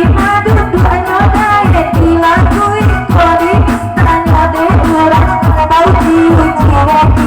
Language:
Minangkabau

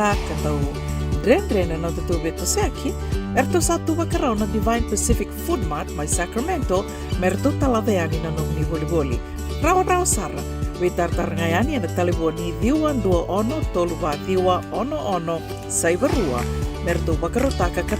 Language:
Fijian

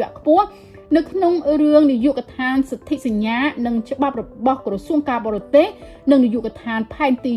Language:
Khmer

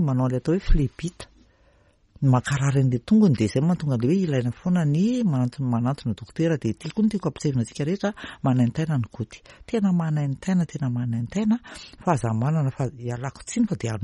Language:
Malagasy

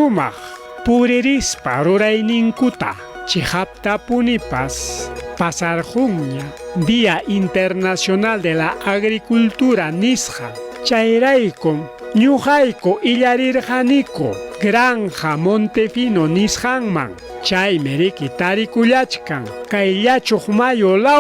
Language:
Ayacucho Quechua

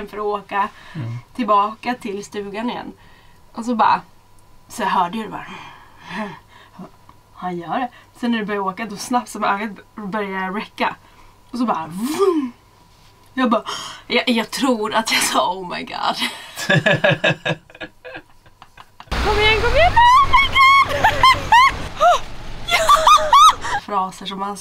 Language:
Swedish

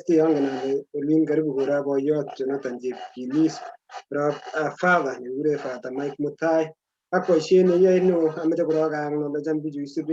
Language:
Kalenjin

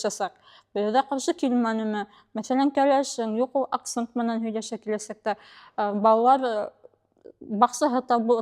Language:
Bashkir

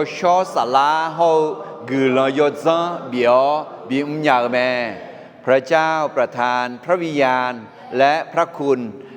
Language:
Akha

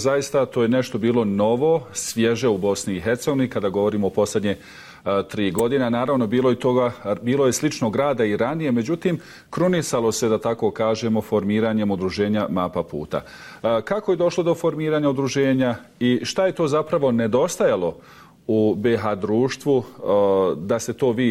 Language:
Bosnian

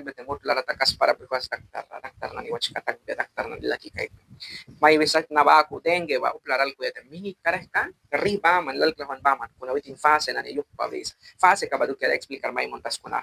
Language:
Mískito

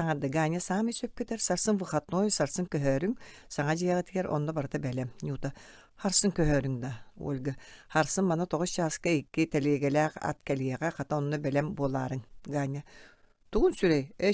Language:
Yakut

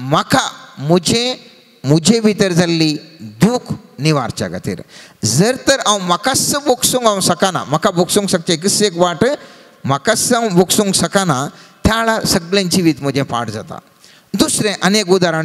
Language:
Konkani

